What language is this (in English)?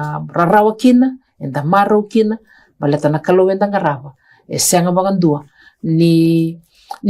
Fijian